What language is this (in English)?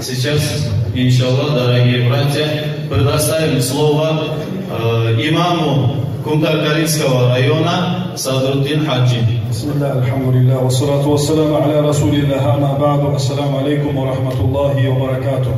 Kumyk